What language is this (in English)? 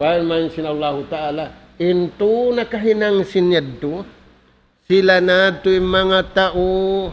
Tausug